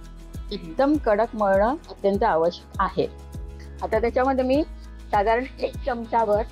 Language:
Marathi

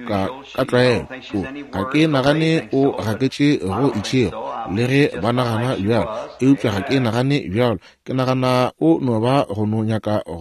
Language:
Northern Sotho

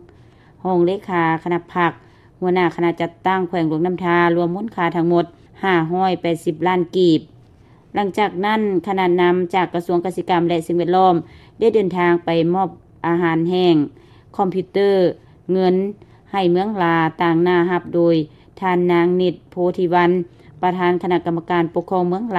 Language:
Lao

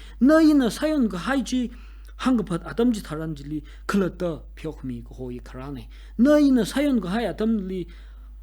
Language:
Tangkhul Naga (India)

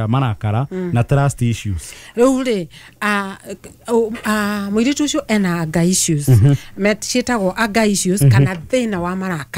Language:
Kikuyu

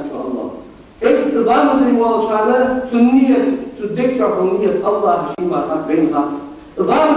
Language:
Ingush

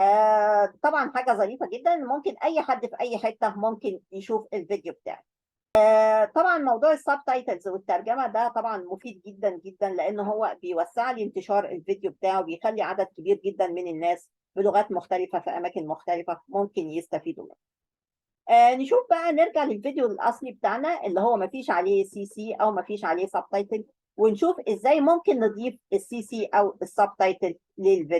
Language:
Egyptian Arabic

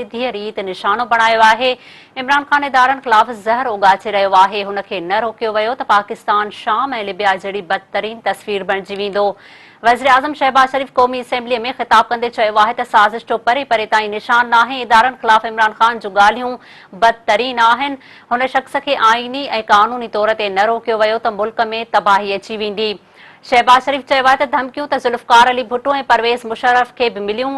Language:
Sindhi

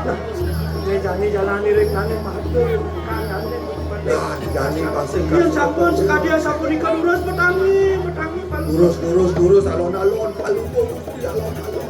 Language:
Balinese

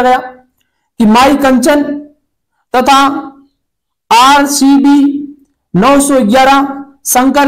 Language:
Hindi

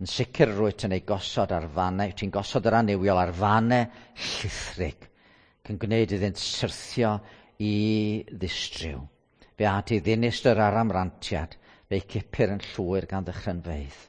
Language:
Welsh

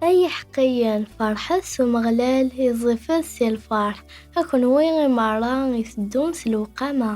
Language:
Kabyle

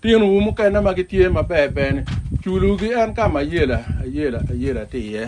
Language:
Acoli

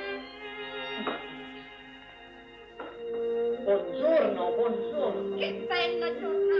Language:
Italian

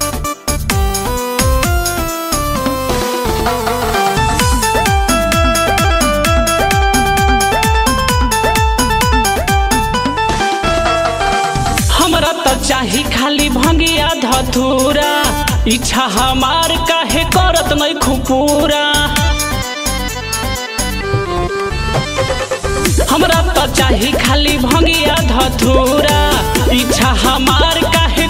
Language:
Bhojpuri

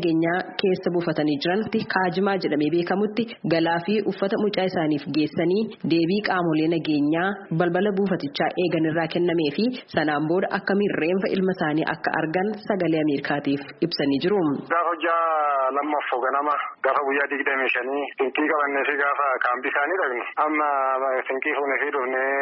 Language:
Oromo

